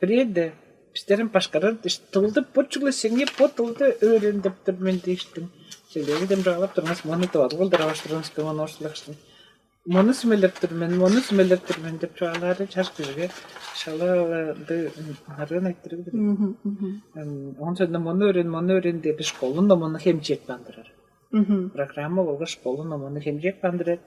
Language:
Tuvinian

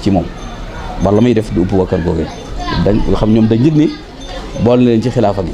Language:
Wolof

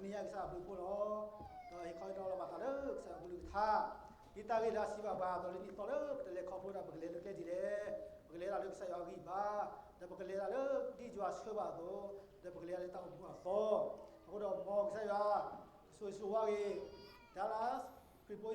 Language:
S'gaw Karen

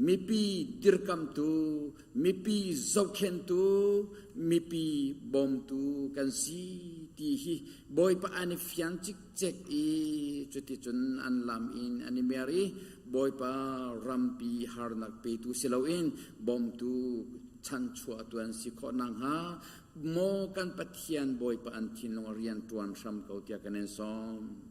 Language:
Hakha Chin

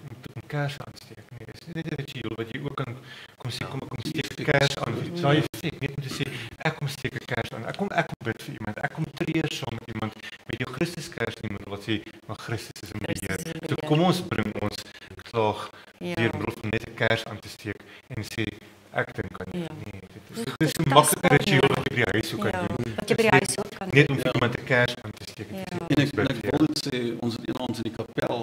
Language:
Afrikaans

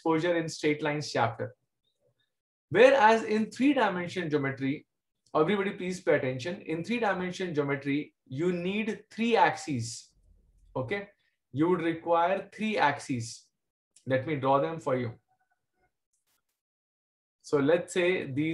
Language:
English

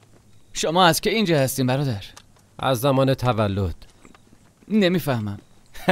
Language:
Persian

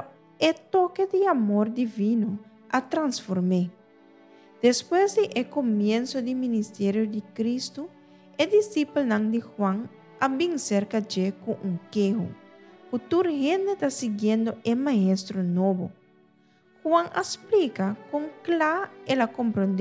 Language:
Papiamento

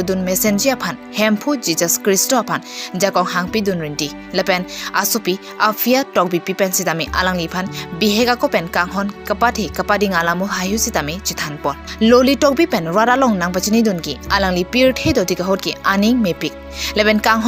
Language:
Karbi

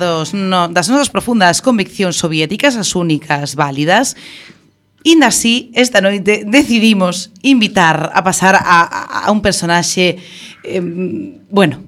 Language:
Galician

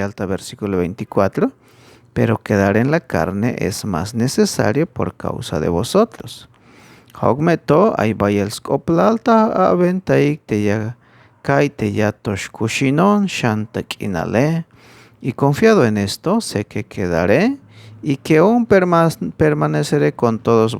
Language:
Tzeltal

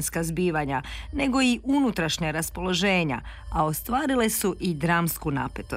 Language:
Croatian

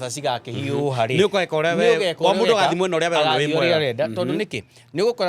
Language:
Kikuyu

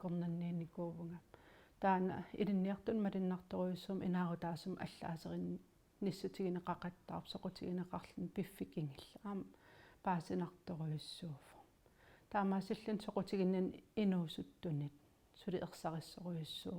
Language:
Kalaallisut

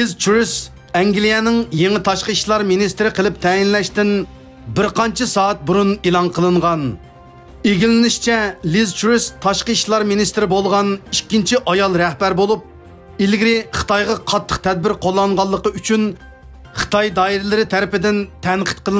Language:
Uyghur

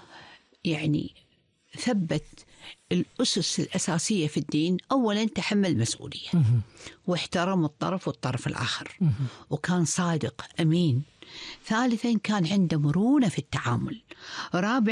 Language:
Gulf Arabic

